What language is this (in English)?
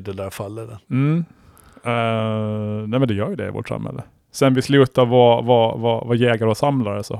Swedish